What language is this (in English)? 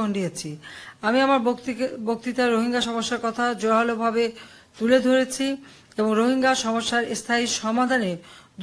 Bangla